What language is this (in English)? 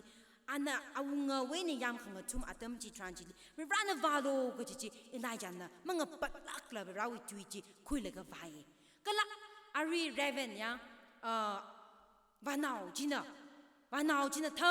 Tangkhul Naga (India)